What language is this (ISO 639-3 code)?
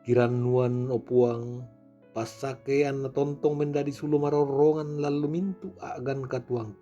sda